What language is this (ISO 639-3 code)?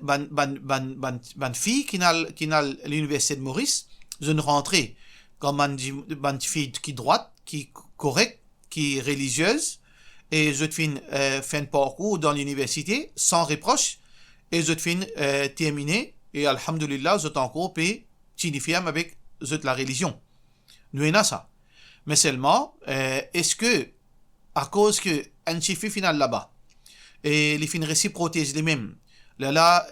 mfe